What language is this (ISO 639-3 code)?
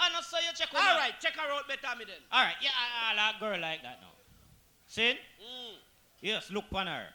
jam